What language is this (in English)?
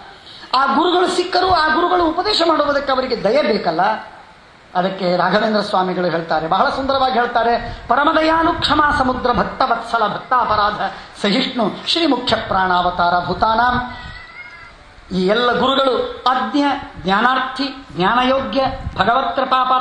Kannada